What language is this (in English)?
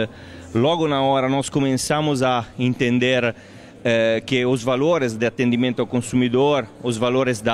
Portuguese